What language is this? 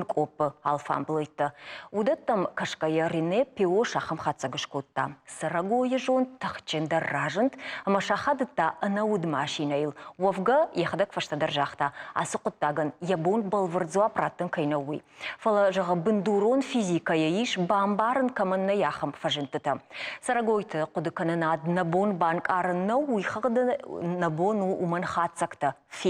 Ossetic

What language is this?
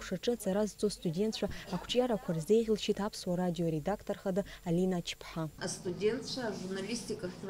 Abkhazian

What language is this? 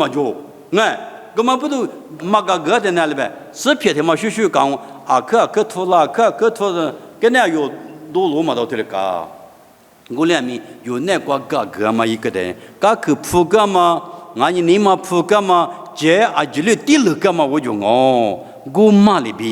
Lisu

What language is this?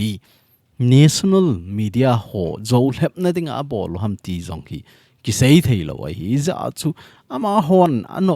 Thado Chin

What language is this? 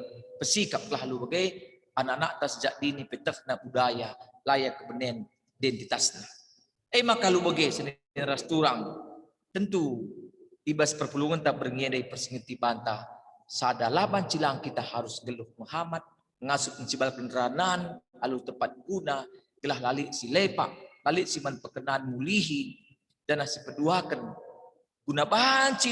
Batak Karo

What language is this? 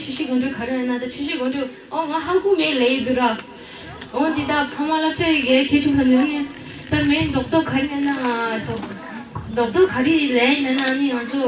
Tibetan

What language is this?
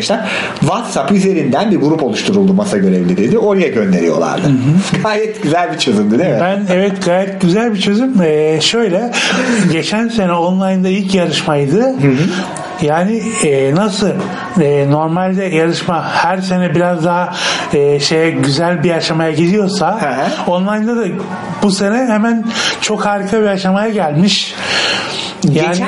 Turkish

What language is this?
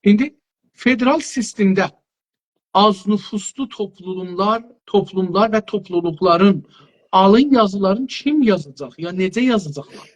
South Azerbaijani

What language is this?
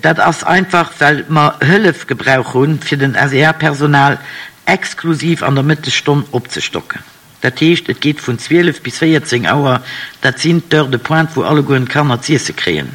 Luxembourgish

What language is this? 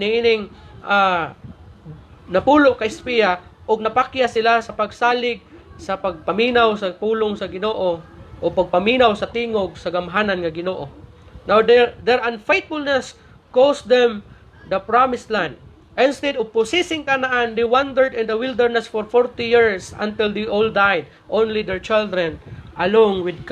Cebuano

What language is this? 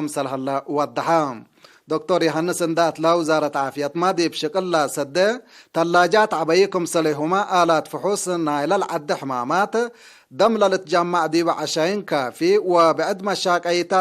Tigre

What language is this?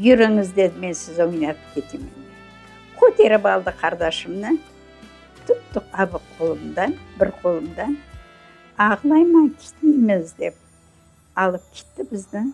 Crimean Tatar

